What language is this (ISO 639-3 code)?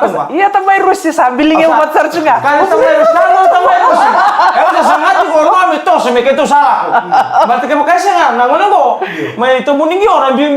fij